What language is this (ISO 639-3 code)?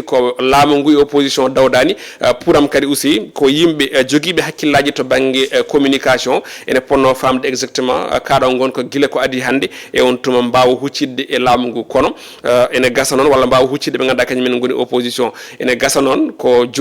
ful